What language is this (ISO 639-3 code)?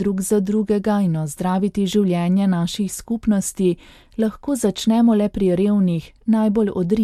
slv